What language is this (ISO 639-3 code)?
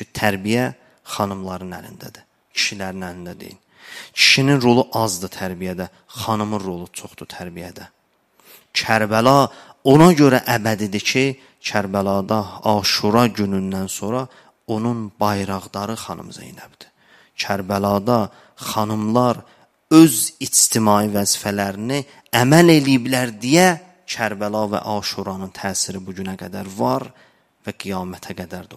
aze